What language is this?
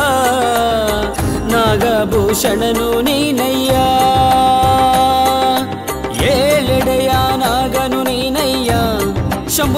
Kannada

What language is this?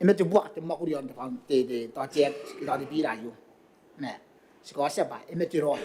Gilbertese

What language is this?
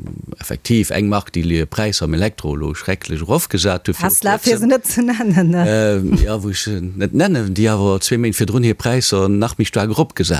Luxembourgish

